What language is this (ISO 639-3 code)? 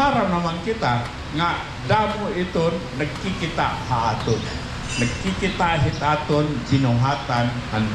war